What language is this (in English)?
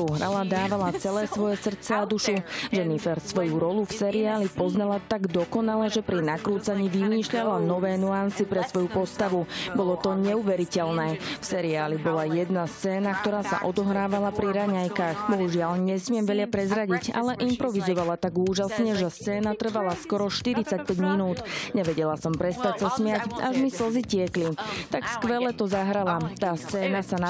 Slovak